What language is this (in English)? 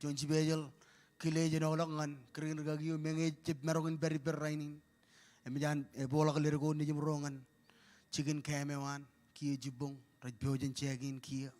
Marshallese